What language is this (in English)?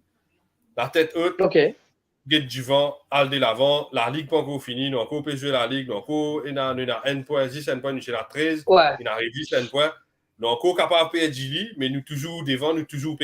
Morisyen